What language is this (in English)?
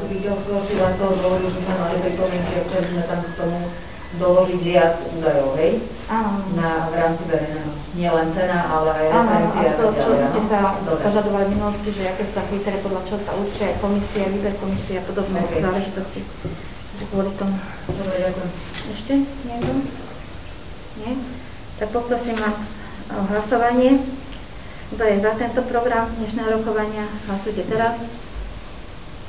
Slovak